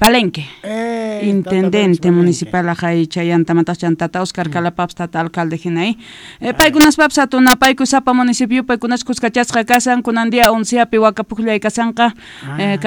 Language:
South Bolivian Quechua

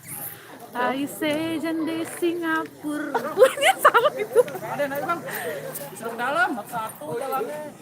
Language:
Betawi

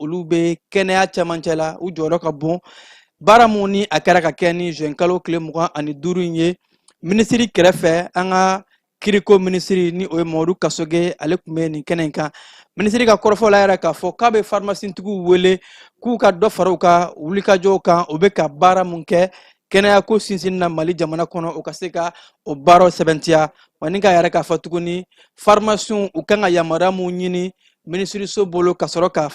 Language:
Bambara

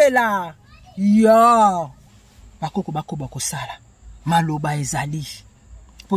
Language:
Lingala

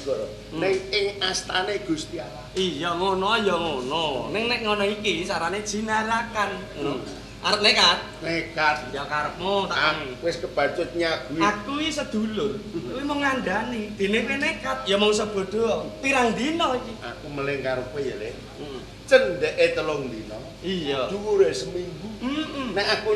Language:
Javanese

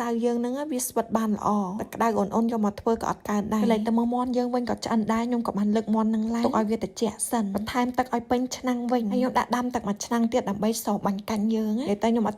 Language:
Khmer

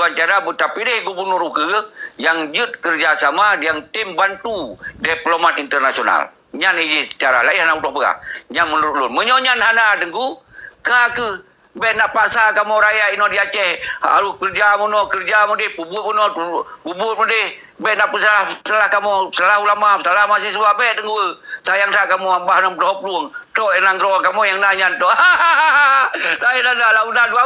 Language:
Achinese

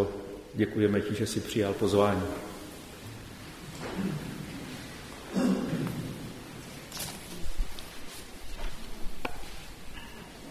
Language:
Czech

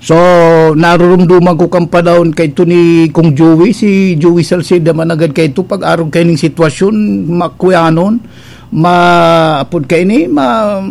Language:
Bikol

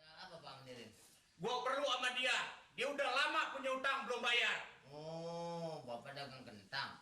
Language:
Betawi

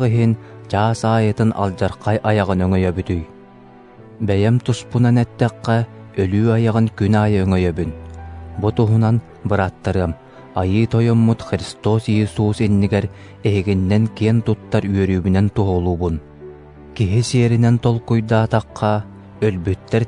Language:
Yakut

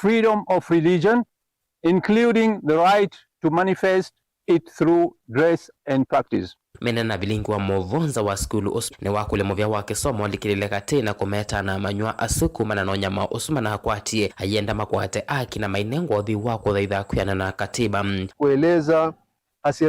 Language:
Kamba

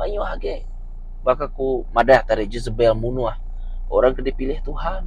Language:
Iban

